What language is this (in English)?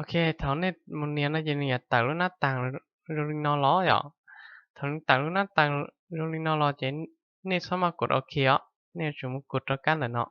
Hmong